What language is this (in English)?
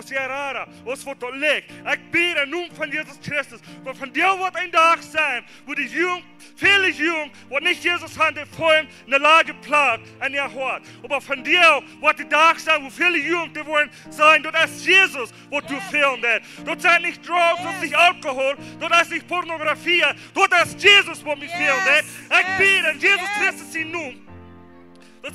Plautdietsch